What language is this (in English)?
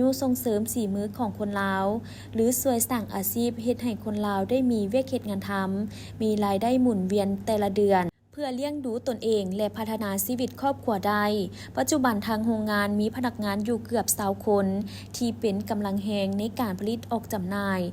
Lao